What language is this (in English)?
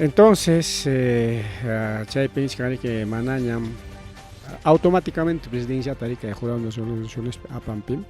Ayacucho Quechua